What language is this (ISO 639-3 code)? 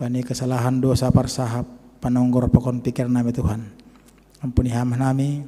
bts